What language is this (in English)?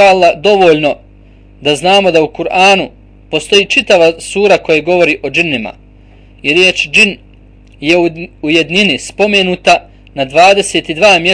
Bosnian